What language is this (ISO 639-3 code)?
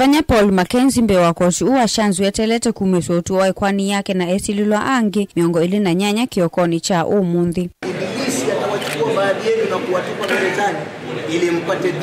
kam